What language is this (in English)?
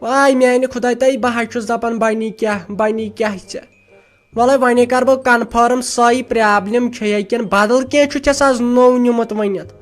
Kashmiri